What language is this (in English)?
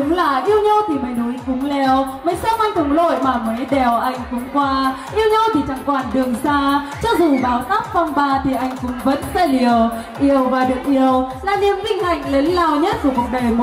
Vietnamese